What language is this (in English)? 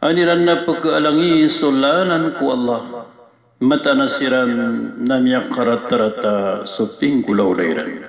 Maranao